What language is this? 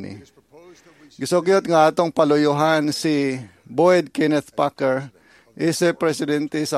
Cebuano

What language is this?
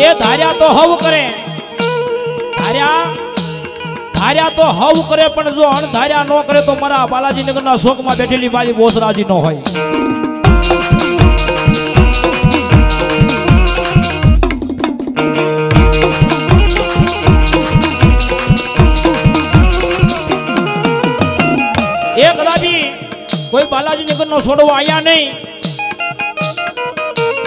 Gujarati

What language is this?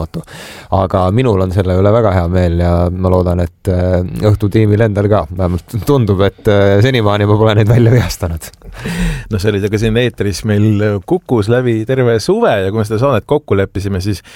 Estonian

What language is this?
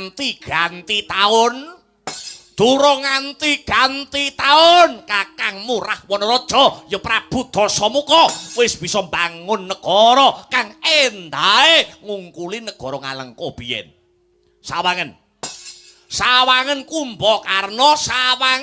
Javanese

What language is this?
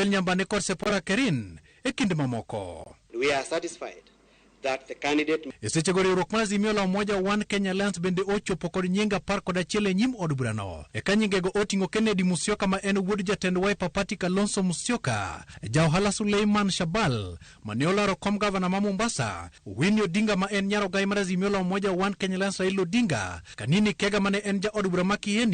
Luo (Kenya and Tanzania)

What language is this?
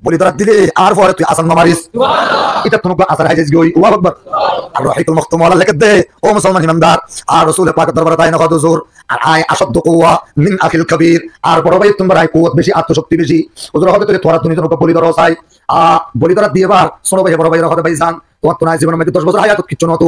Rohingya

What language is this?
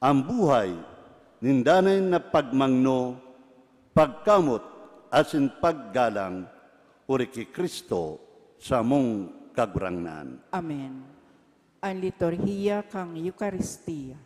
Bikol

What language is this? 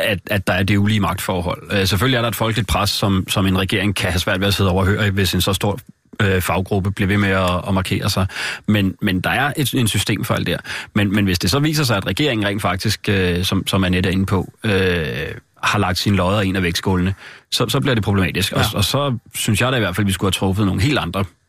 Danish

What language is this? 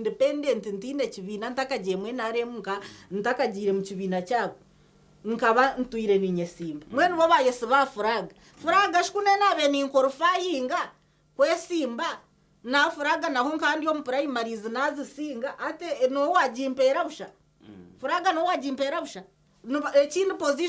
Nyankole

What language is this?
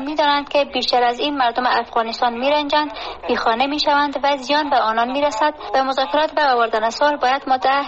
Persian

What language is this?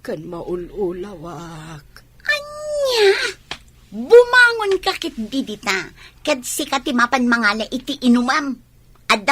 Iloko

